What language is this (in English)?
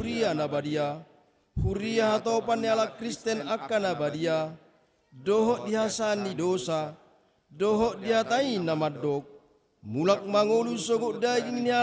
Batak Toba